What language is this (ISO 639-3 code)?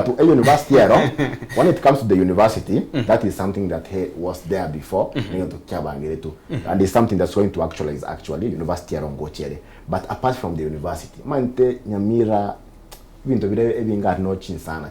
guz